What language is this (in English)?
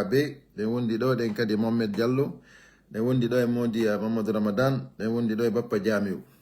Pular